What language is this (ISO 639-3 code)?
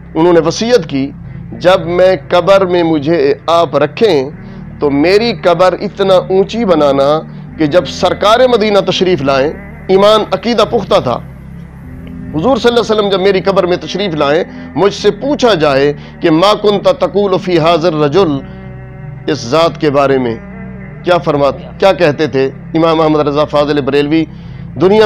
urd